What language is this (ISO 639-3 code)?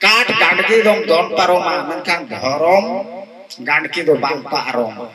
sat